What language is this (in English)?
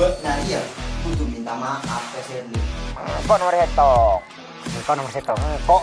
Madurese